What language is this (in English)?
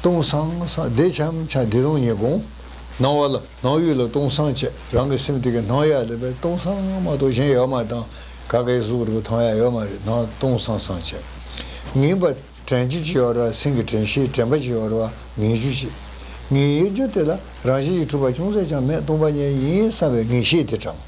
Tibetan